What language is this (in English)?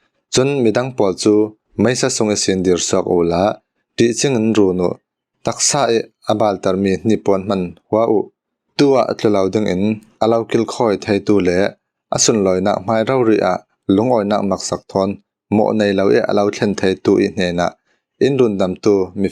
Falam Chin